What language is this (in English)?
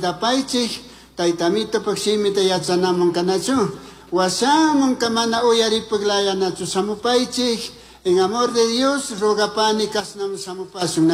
Chimborazo Highland Quichua